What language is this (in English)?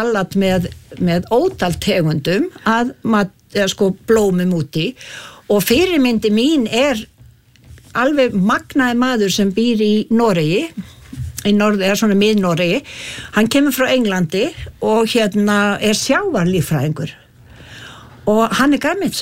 Icelandic